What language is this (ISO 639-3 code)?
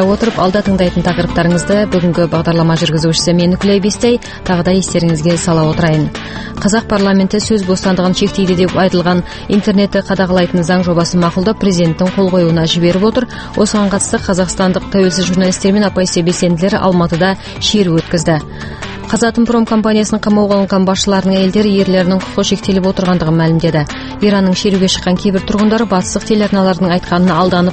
kaz